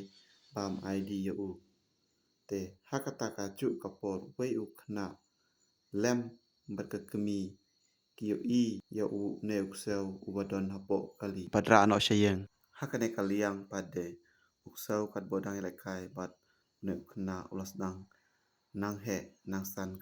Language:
Khasi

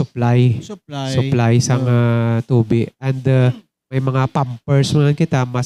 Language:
Hiligaynon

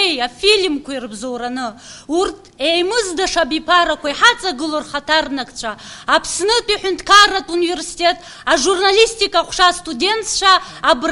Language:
Abkhazian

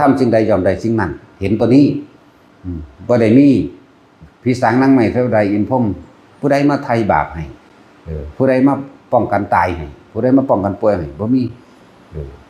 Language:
Northeastern Thai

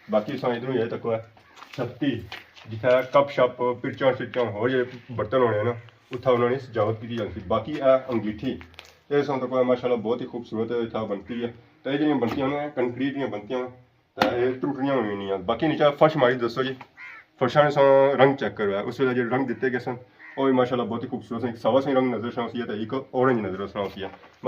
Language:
Pahari-Potwari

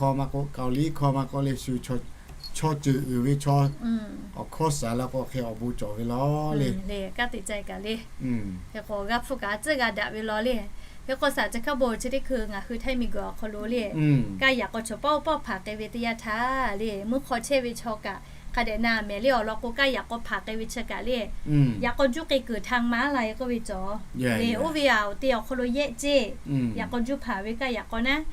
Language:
Lahu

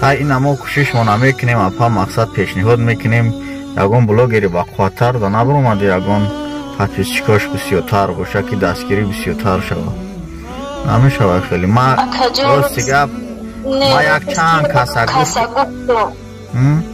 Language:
Tajik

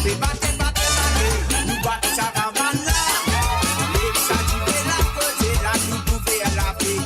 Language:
Morisyen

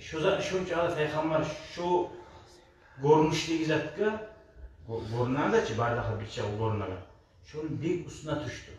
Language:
Kumyk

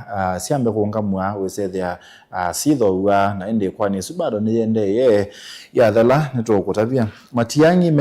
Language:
Kamba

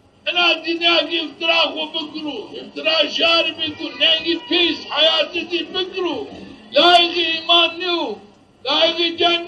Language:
Zaza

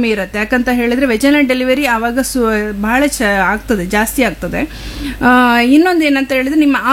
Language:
Kannada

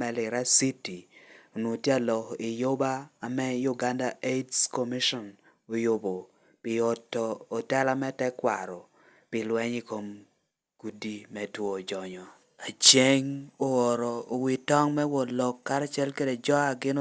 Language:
Lango (Uganda)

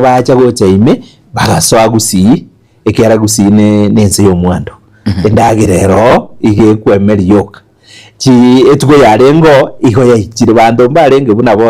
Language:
Gusii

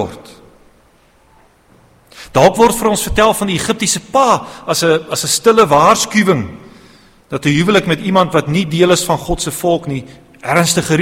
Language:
Afrikaans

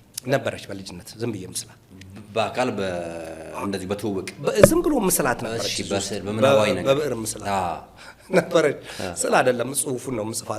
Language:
Amharic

